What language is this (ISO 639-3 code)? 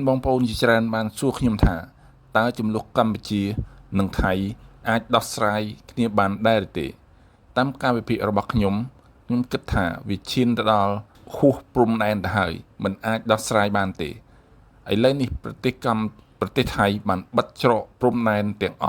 khm